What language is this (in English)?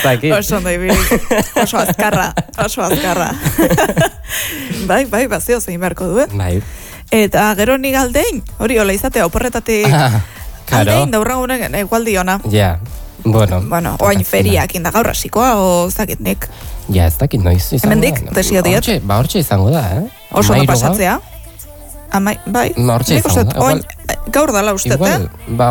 Basque